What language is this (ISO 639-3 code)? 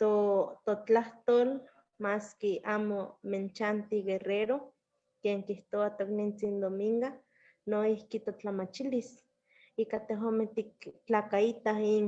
nhe